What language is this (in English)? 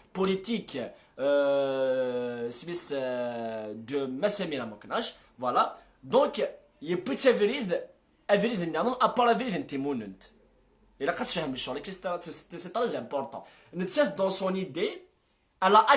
Kabyle